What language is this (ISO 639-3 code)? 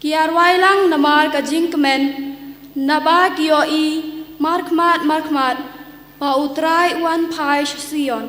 kha